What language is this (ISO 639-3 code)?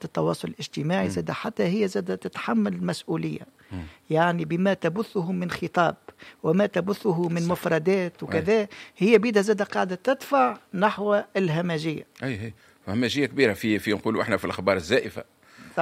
aeb